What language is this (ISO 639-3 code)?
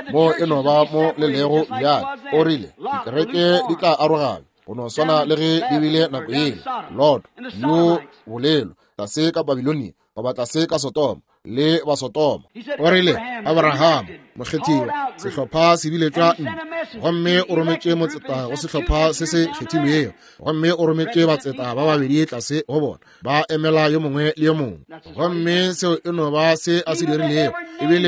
nso